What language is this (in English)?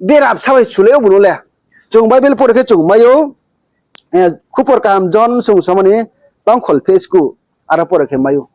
Riang (India)